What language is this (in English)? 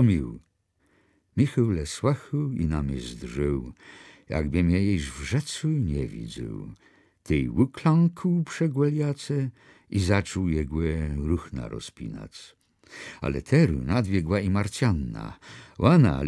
Kashubian